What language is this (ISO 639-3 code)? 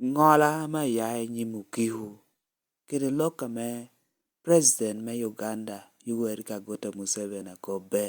laj